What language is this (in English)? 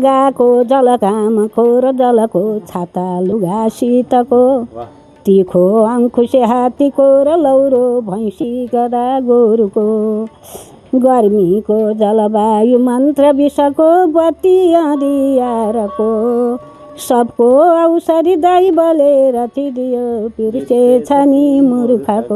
Nepali